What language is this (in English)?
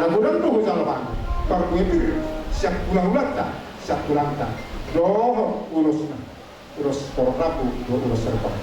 Batak Toba